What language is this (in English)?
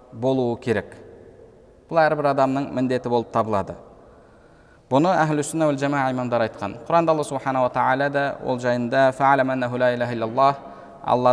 Kazakh